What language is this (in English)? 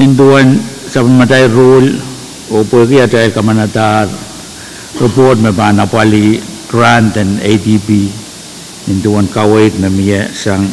Pohnpeian